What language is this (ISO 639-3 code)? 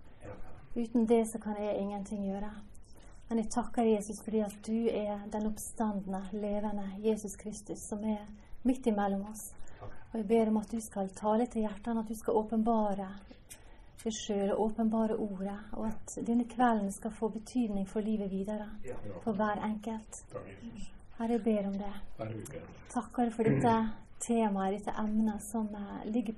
nor